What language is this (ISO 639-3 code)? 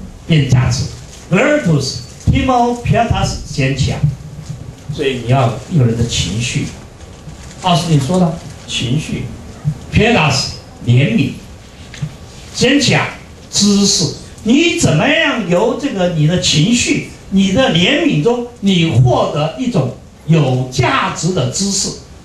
zho